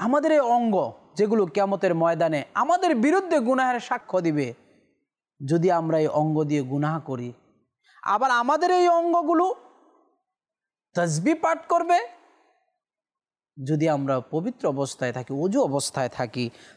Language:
Bangla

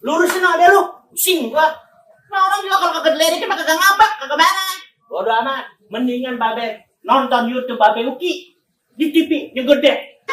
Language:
Betawi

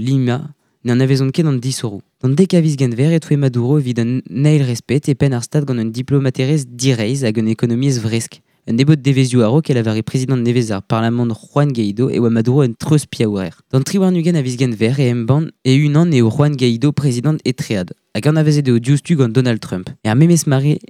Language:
Breton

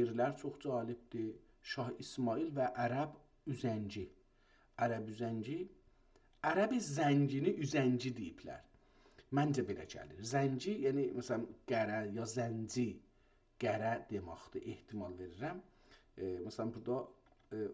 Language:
South Azerbaijani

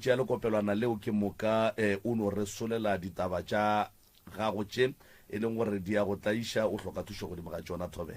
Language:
Northern Sotho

